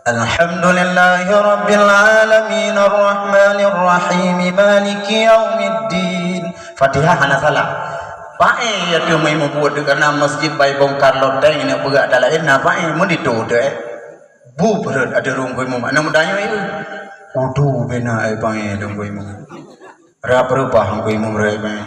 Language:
Achinese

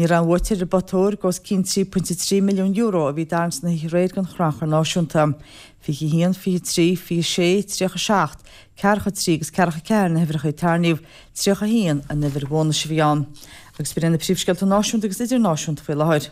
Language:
Irish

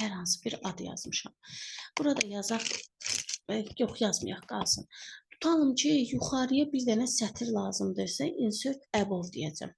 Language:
Azerbaijani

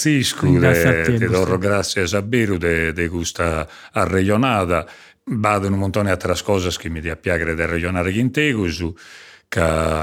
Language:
Sardinian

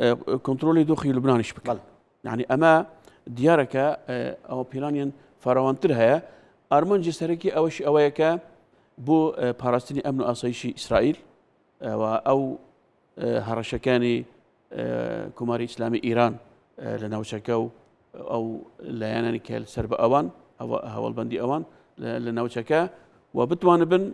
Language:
Central Kurdish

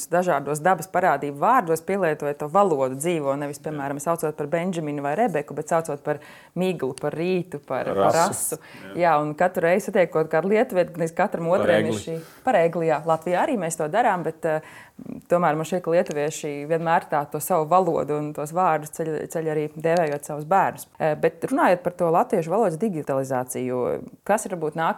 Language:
Latvian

